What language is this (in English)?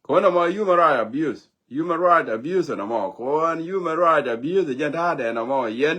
Nuer